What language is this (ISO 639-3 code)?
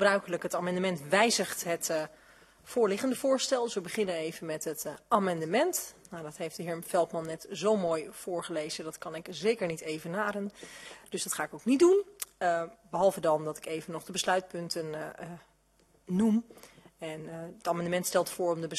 nld